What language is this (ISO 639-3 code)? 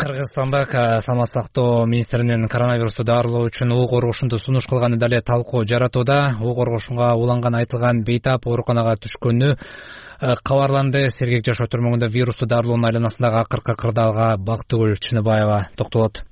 kir